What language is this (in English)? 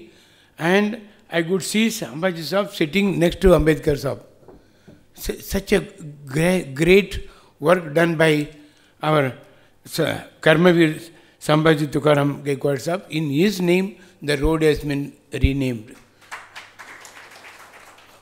Marathi